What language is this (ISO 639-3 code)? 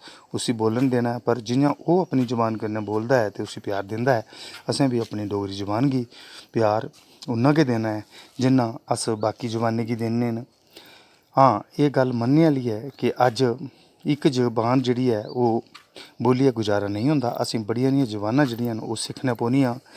doi